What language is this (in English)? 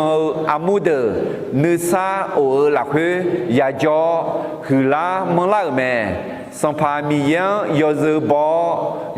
Akha